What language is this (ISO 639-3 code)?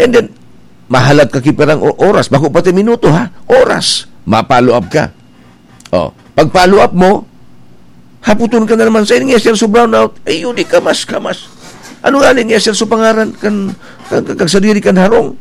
bik